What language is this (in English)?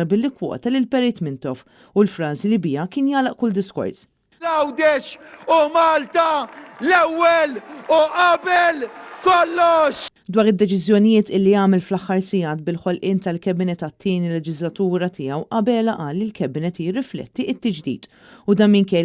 Maltese